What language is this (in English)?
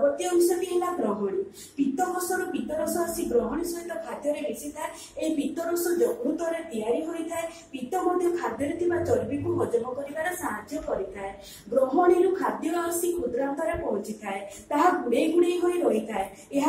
Odia